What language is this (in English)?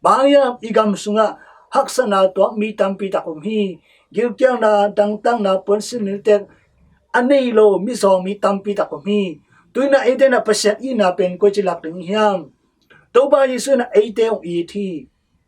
Tedim Chin